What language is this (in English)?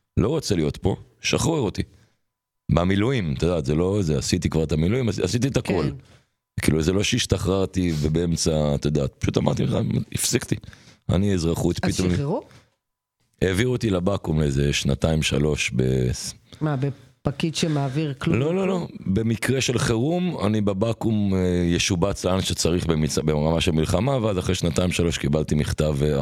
Hebrew